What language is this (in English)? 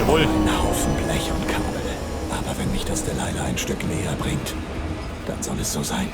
Bavarian